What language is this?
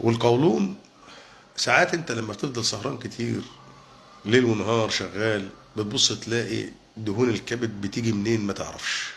Egyptian Arabic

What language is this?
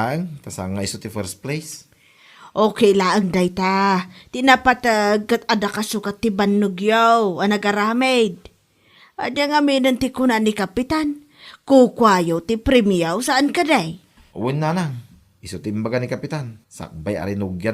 Iloko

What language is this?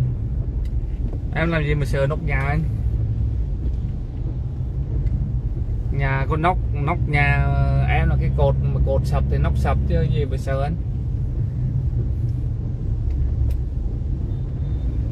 Vietnamese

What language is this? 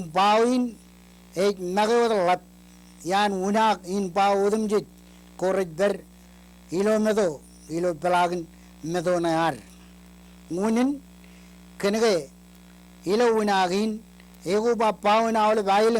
Marshallese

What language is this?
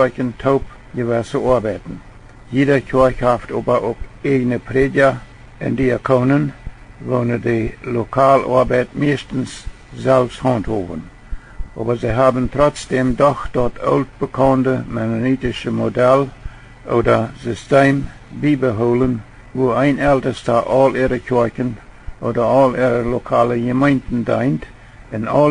Plautdietsch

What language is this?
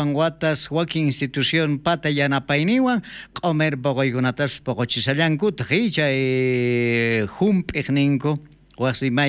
South Bolivian Quechua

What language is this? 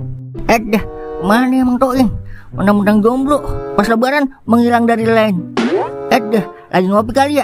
Betawi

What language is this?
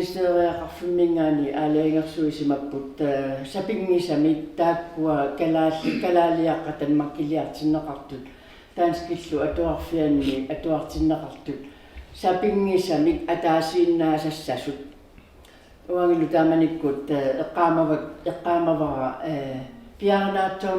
Kalaallisut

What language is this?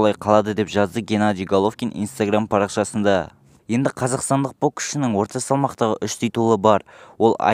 Kazakh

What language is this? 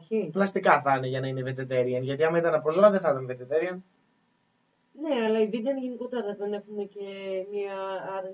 Greek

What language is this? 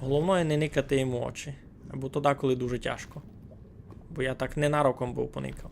Rusyn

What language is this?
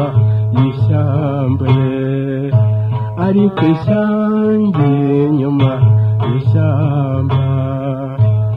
Kinyarwanda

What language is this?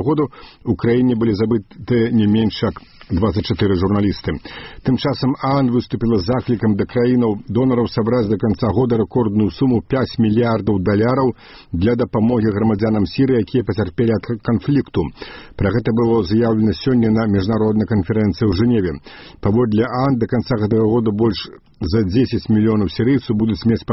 Belarusian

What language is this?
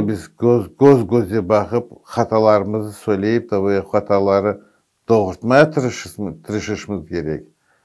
Crimean Tatar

